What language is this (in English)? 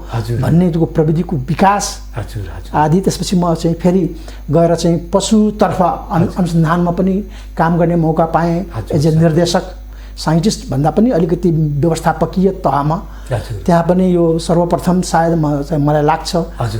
Nepali